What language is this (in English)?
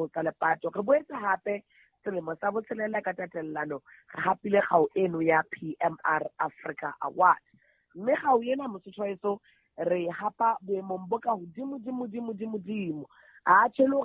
Southern Sotho